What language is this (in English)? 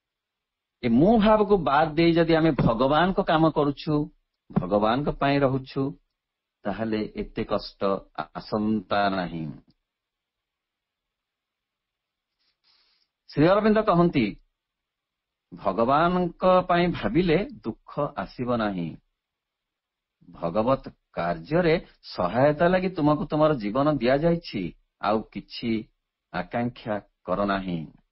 Odia